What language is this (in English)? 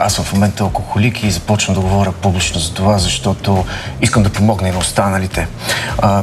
Bulgarian